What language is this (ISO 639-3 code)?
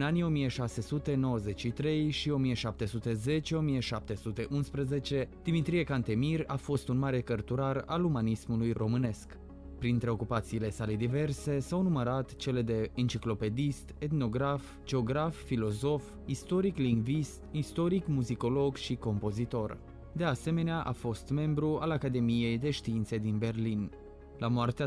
ron